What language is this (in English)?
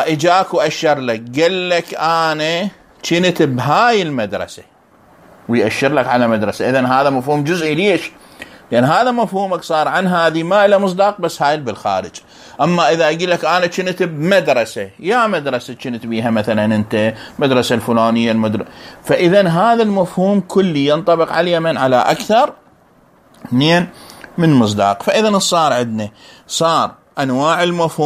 Mesopotamian Arabic